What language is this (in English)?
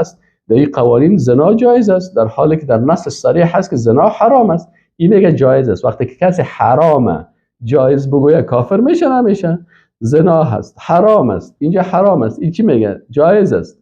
Persian